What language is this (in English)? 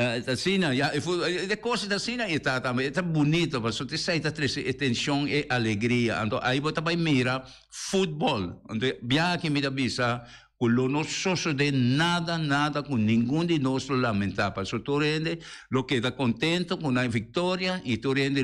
Papiamento